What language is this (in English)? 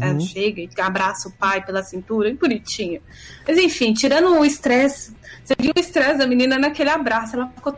Portuguese